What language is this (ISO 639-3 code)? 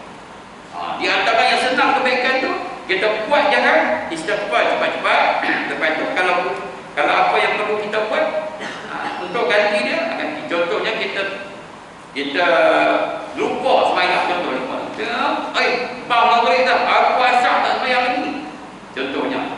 msa